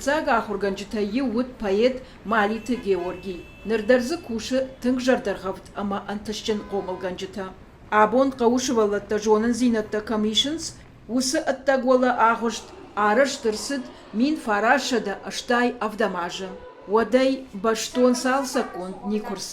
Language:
Ossetic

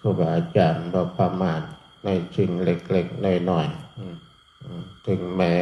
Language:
Northeastern Thai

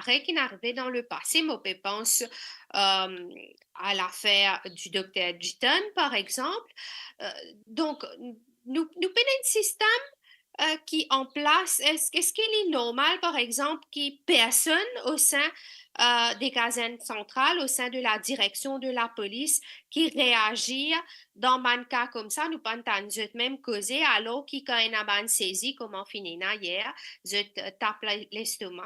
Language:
Morisyen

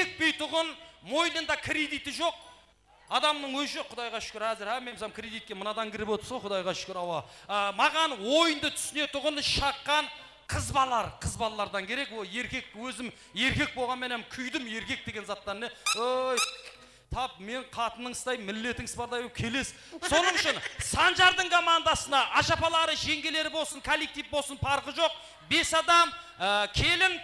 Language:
Kara-Kalpak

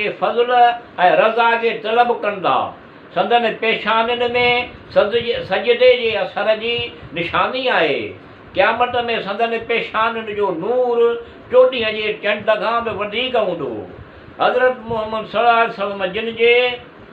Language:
Sindhi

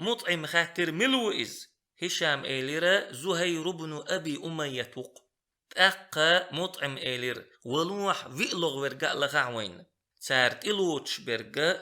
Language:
Chechen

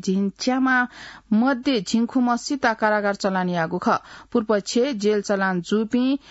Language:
Newari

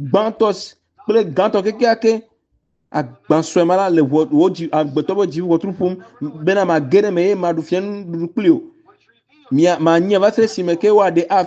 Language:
Ewe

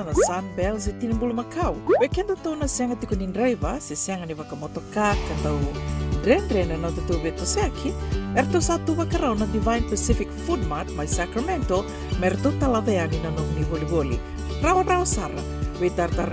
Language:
Fijian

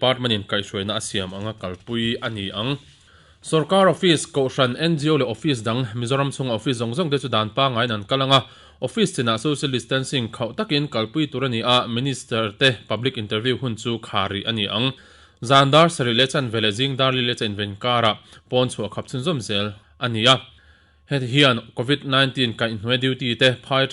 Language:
Mizo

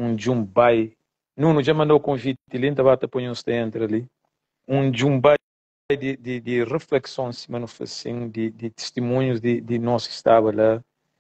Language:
Kabuverdianu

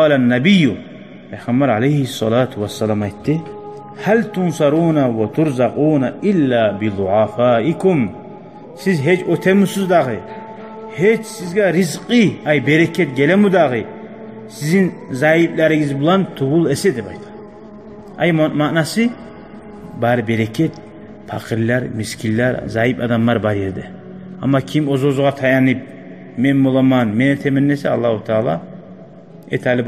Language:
Kumyk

